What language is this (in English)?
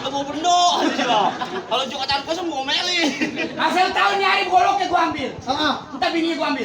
Betawi